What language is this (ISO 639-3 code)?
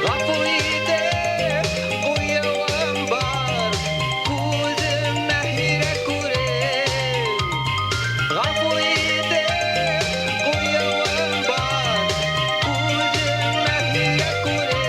bak